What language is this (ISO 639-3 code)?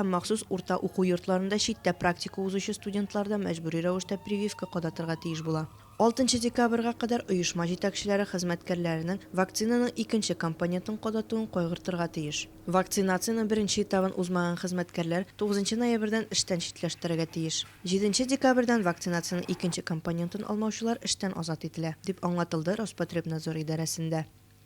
tat